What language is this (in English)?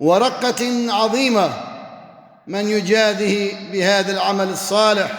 Kurdish